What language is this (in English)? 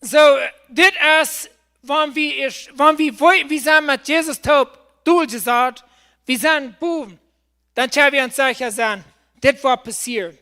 Plautdietsch